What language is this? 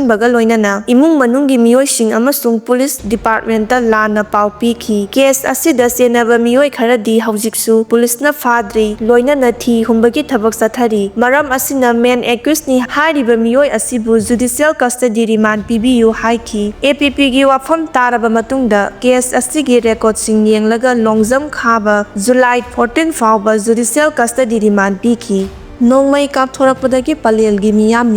Manipuri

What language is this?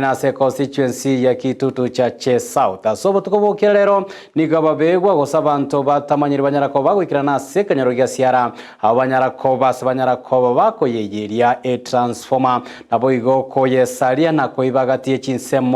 Gusii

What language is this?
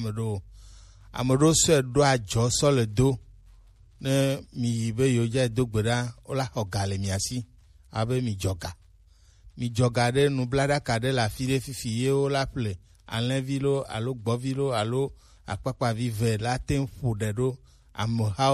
Gen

